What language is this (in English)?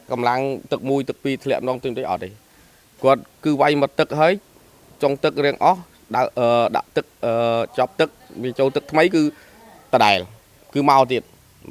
Khmer